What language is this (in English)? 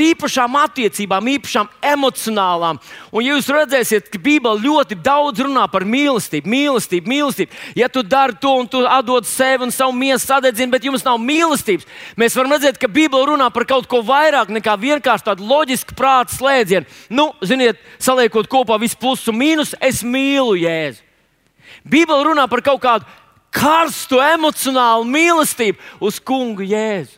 Latvian